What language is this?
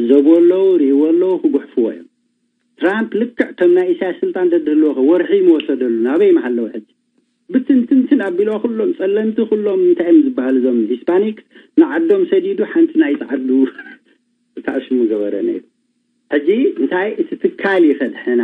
Tigrinya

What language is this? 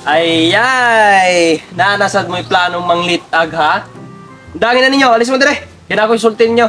Cebuano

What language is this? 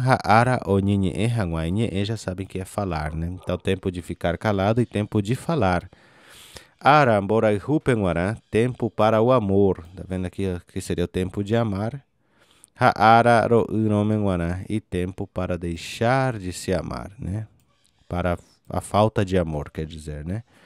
Guarani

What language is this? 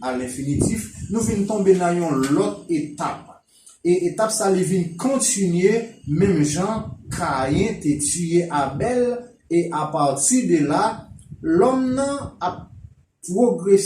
Haitian Creole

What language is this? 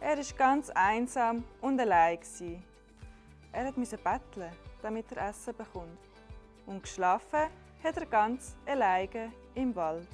Swiss German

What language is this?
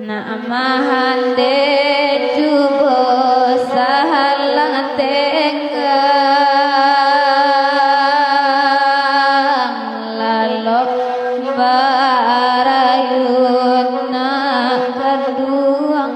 Minangkabau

